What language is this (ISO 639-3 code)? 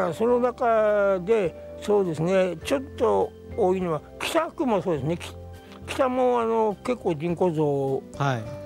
jpn